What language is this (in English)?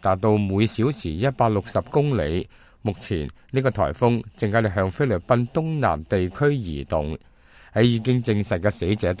Cantonese